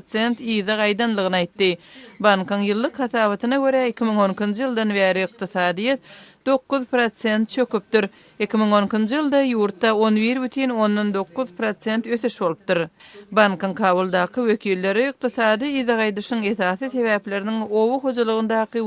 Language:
Turkmen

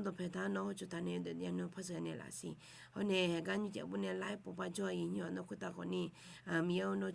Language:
Akha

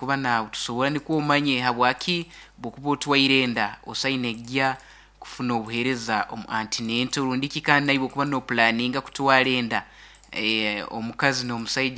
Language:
Nyoro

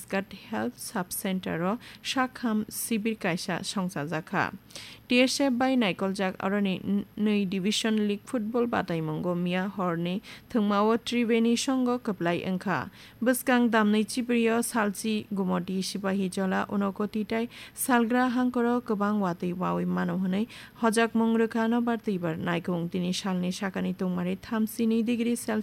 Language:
Kok Borok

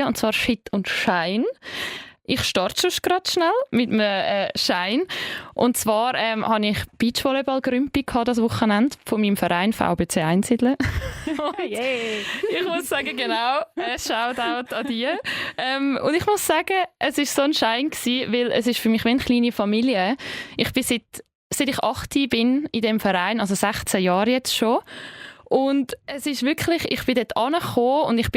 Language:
Swiss German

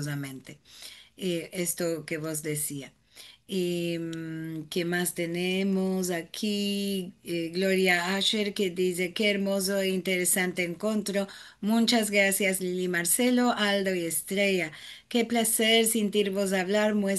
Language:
Ladino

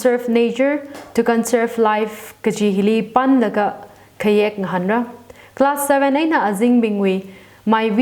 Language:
Tangkhul Naga (India)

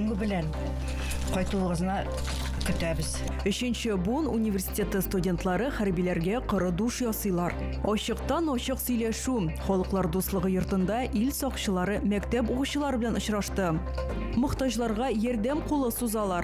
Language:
Tatar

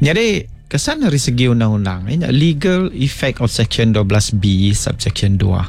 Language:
Iban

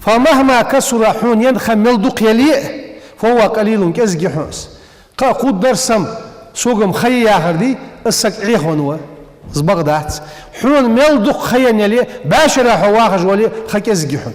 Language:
Ingush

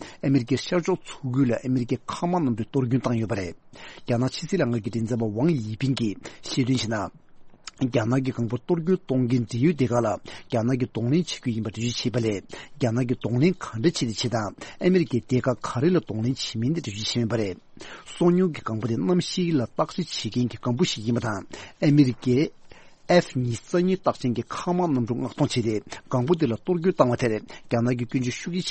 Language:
Tibetan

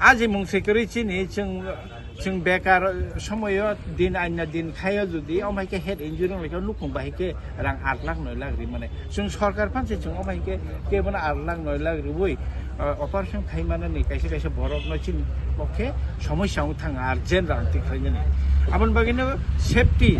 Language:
Kok Borok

